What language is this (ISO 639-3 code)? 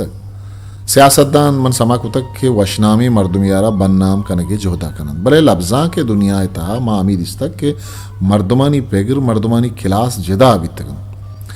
bgp